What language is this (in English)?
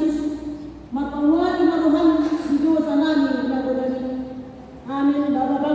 Batak Toba